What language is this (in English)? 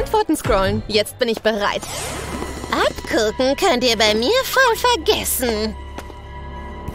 German